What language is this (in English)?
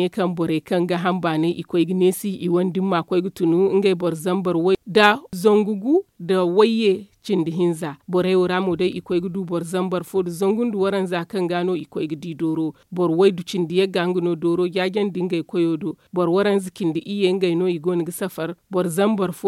Zarma